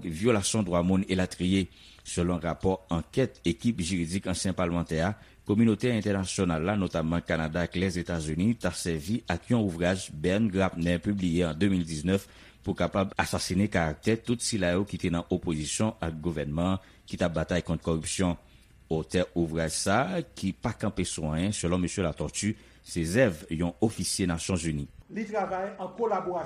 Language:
Haitian Creole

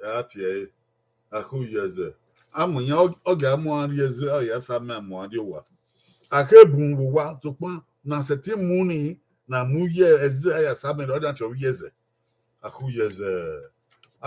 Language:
Bini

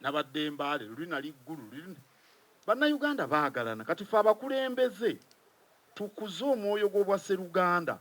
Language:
Ganda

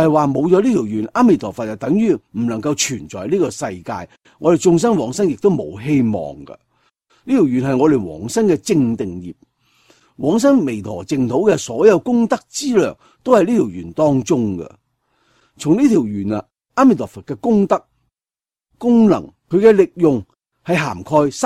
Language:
Cantonese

